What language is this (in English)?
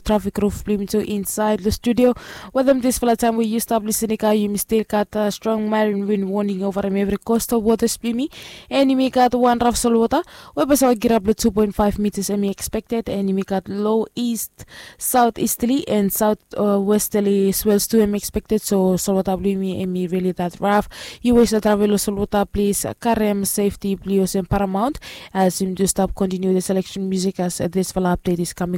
Bislama